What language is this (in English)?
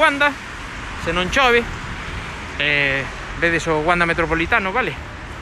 Galician